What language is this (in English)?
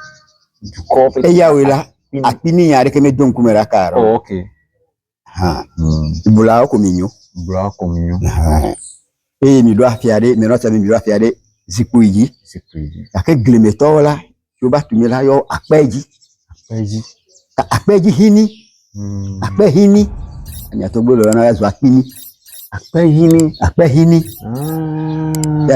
Ewe